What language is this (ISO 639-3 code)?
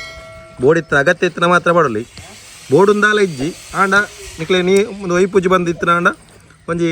tcy